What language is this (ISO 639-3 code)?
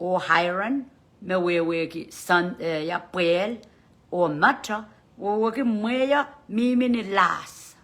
pon